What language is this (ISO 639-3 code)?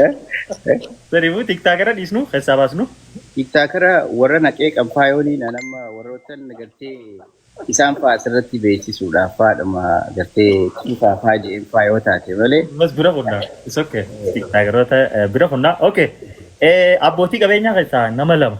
orm